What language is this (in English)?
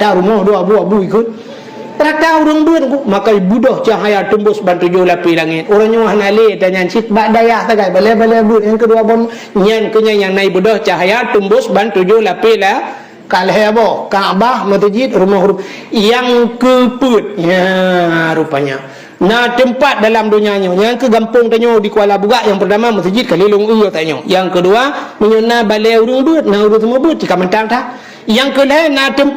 Achinese